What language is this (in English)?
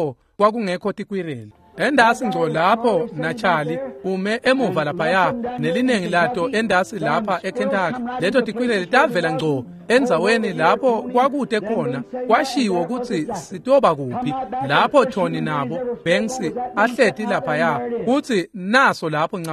Swati